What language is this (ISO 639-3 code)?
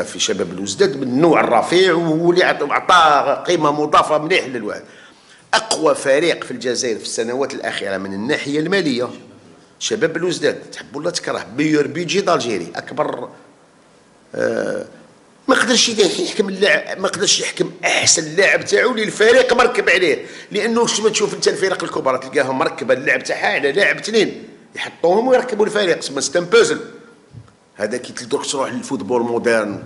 arq